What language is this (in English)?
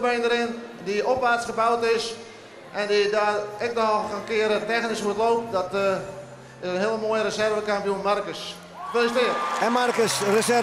Western Frisian